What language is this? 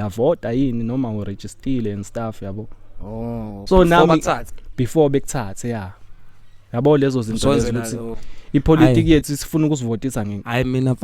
Zulu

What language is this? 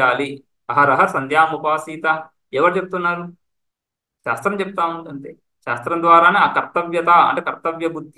Telugu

